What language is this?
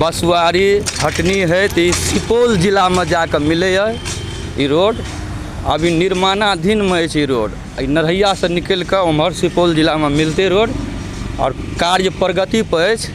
Maithili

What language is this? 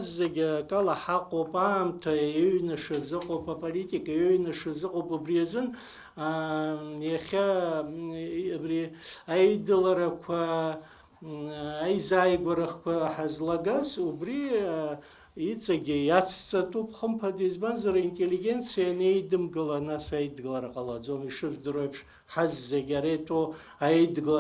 Abkhazian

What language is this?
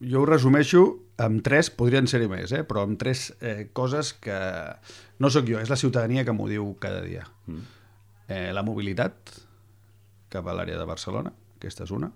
Catalan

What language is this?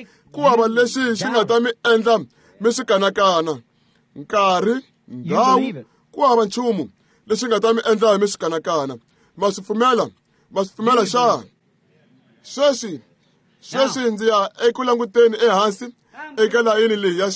Tsonga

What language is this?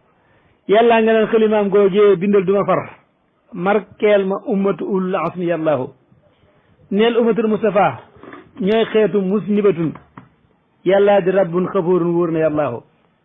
Wolof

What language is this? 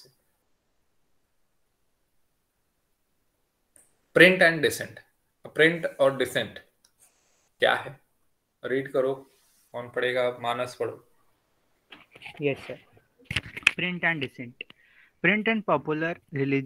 Hindi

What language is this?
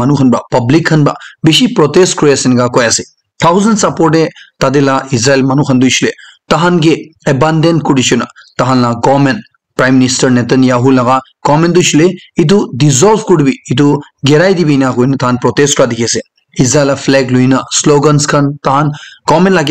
Naga Pidgin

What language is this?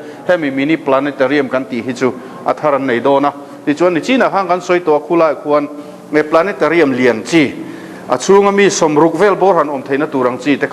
Mizo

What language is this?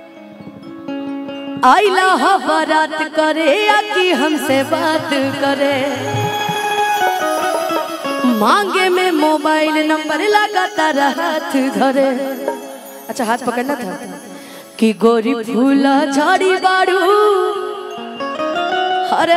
Bhojpuri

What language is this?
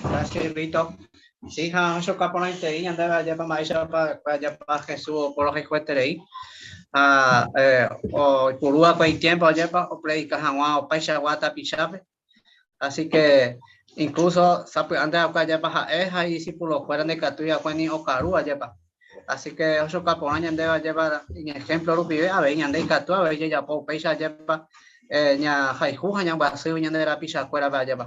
Guarani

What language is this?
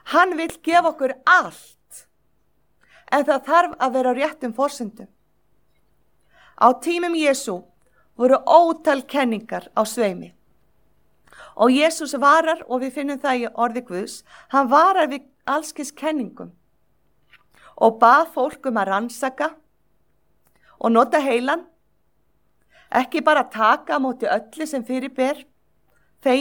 Icelandic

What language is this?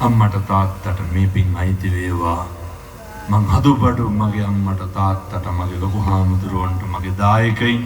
Sinhala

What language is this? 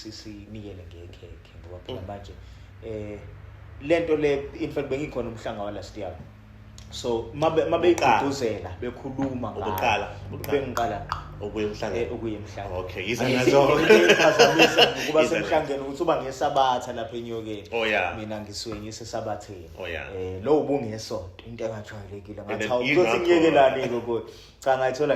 Zulu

